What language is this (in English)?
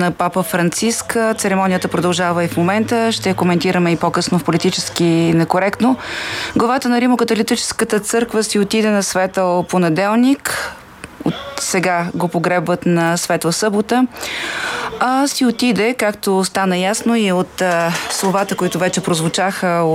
Bulgarian